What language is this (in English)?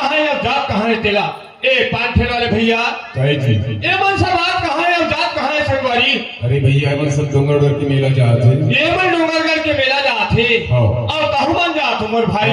Chhattisgarhi